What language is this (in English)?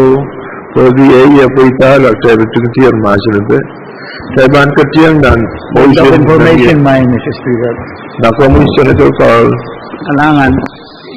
Pohnpeian